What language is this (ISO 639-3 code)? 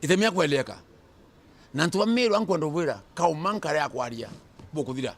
mer